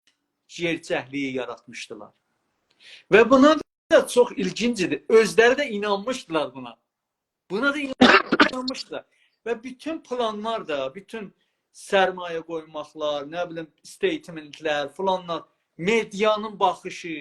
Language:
South Azerbaijani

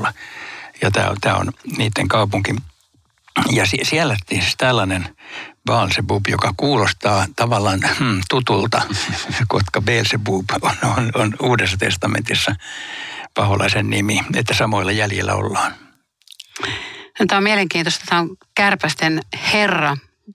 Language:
Finnish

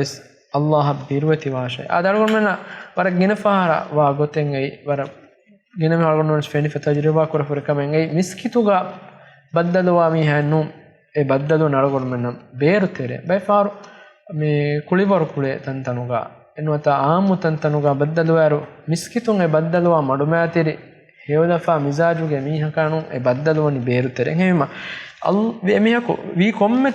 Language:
Divehi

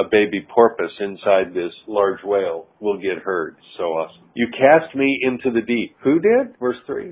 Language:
English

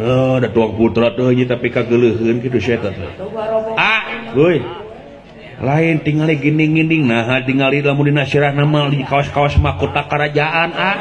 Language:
Sundanese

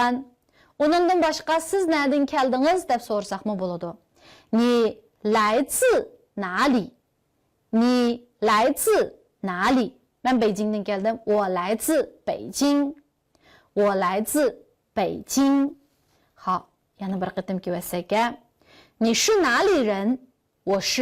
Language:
Uyghur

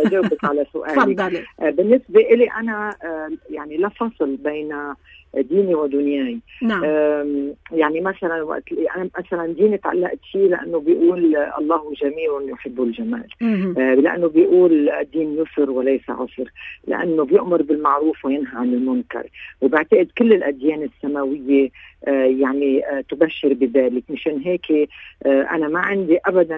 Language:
North Levantine Arabic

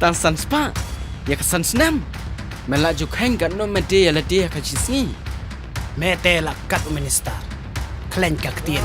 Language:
Khasi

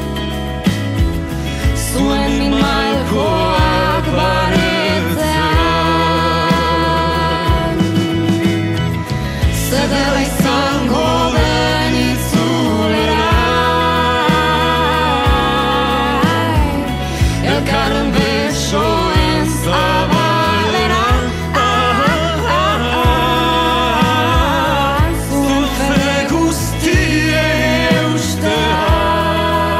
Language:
Basque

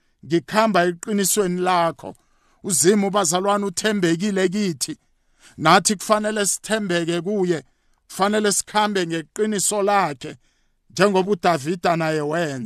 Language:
South Ndebele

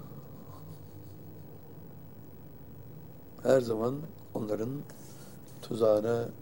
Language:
Turkish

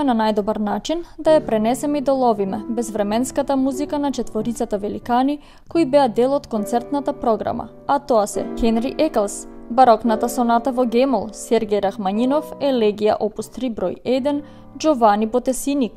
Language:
Macedonian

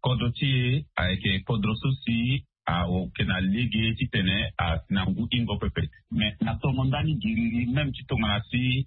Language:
Sango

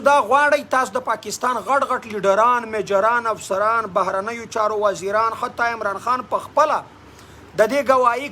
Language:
Pashto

